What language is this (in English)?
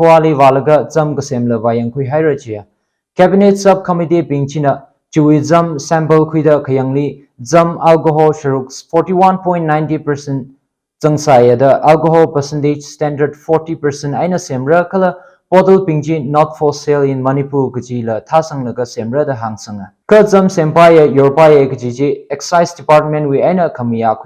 Tangkhul Naga (India)